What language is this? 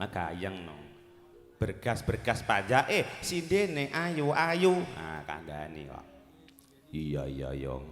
Javanese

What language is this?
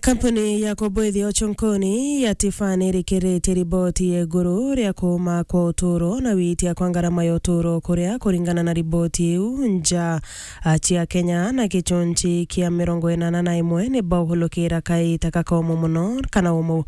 Meru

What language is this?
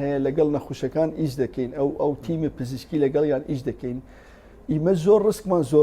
Central Kurdish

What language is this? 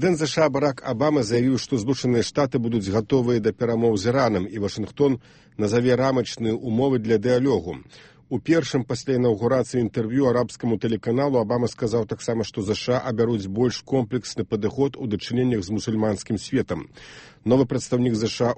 Belarusian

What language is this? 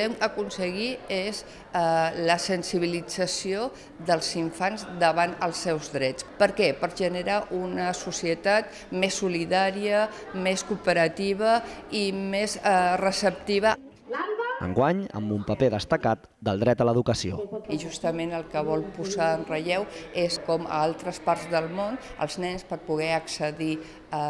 Catalan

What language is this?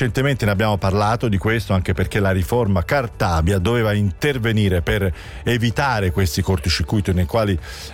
Italian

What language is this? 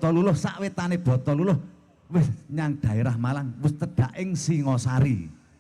Javanese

